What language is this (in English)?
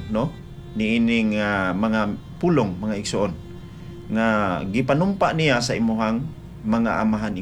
Cebuano